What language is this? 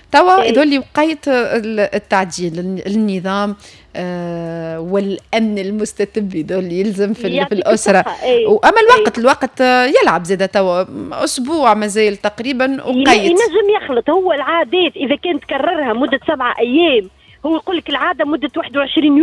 Tunisian Arabic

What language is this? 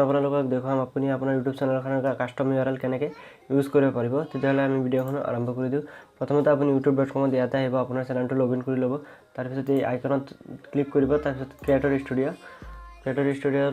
Assamese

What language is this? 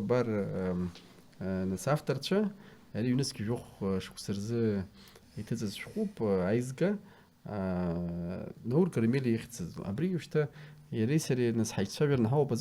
Abkhazian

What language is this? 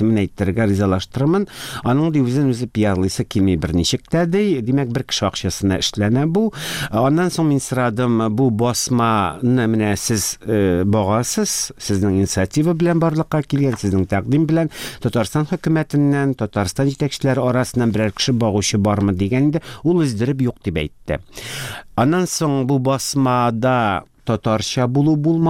Tatar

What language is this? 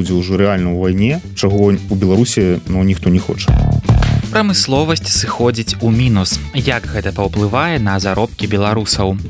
Belarusian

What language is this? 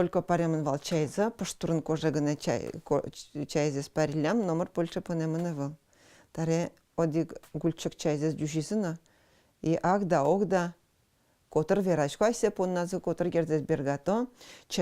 Udmurt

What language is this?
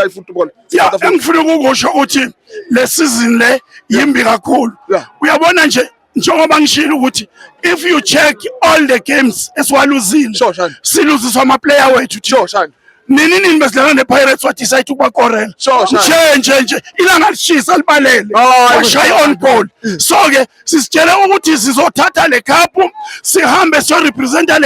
Zulu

